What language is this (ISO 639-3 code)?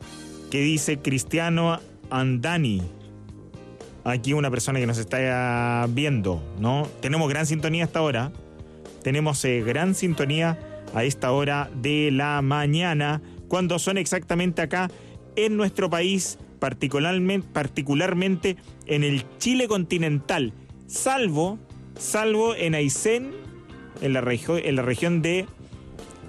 spa